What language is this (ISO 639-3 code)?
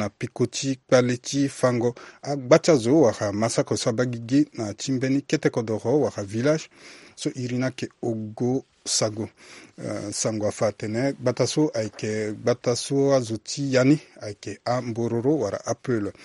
sag